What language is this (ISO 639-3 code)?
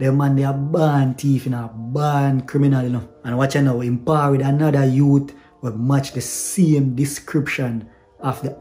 jam